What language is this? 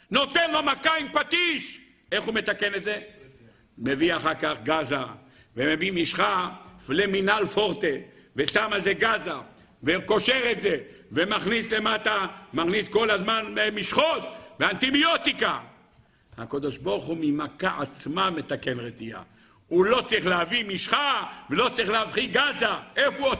Hebrew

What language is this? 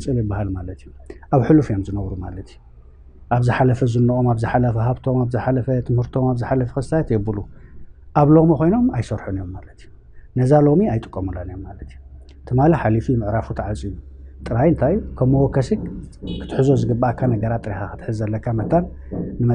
Tigrinya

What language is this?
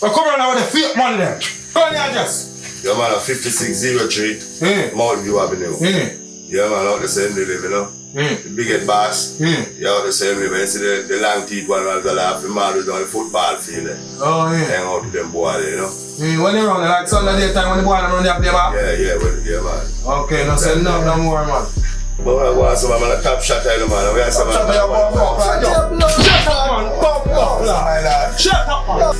Jamaican Creole English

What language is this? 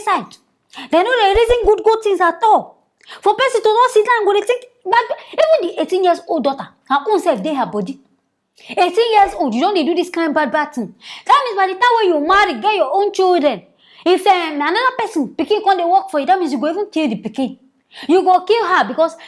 Nigerian Pidgin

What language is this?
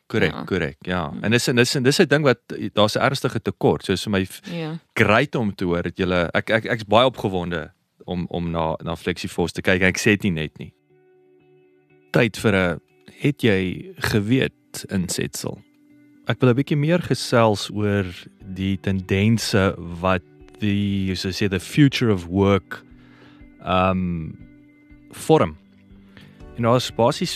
Afrikaans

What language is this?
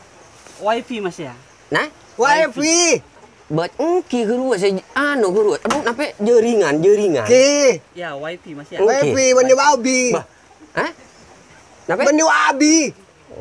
Madurese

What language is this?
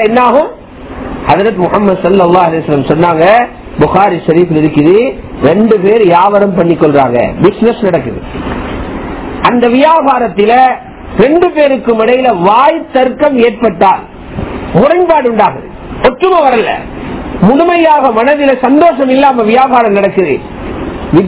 Tamil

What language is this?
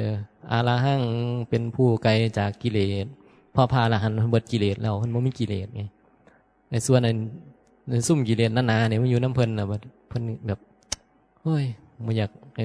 Northeastern Thai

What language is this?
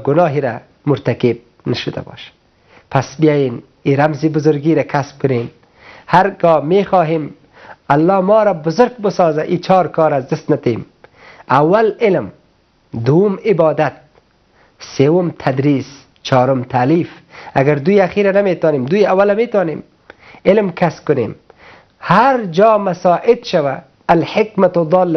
Persian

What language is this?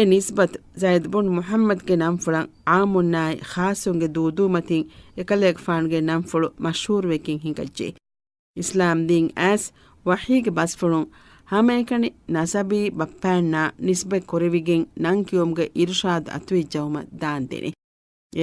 Divehi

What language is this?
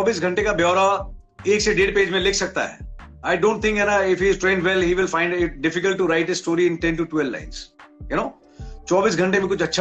Hindi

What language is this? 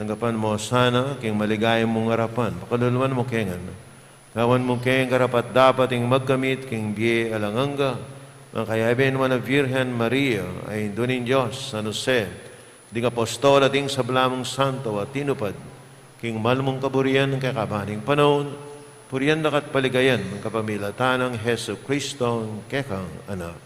Pampanga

